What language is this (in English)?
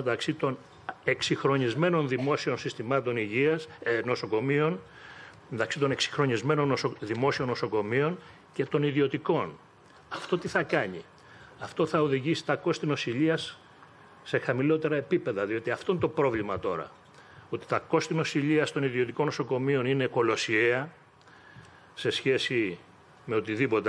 Greek